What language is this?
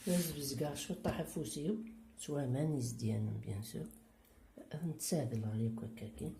Kabyle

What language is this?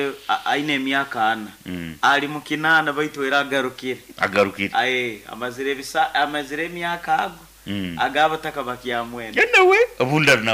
Nyoro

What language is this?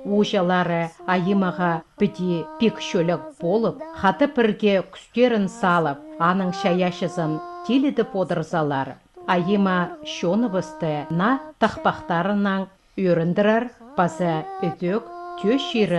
Khakas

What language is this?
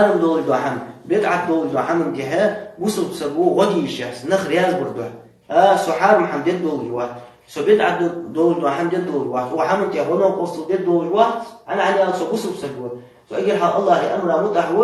Ingush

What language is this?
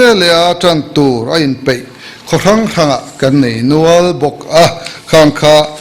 Mizo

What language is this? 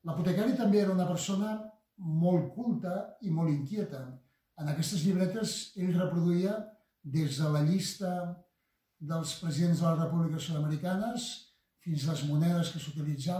Catalan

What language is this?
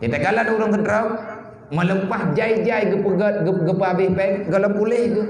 Achinese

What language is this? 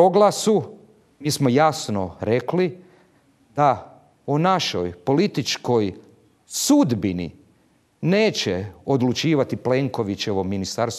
Croatian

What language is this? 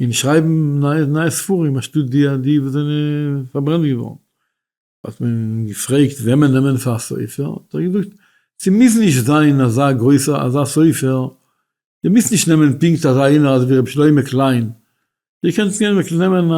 Yiddish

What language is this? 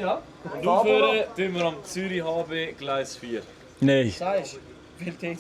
Swiss German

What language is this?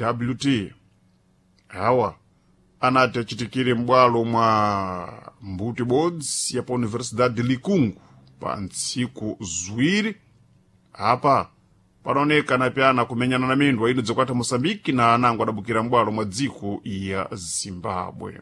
Sena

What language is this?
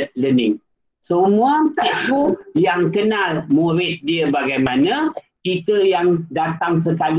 Malay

